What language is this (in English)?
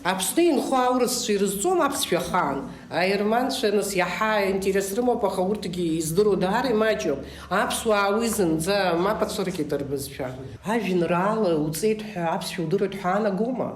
Abkhazian